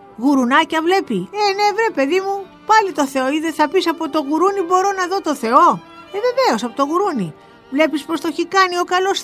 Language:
Greek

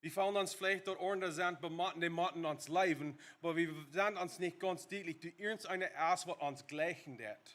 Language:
Plautdietsch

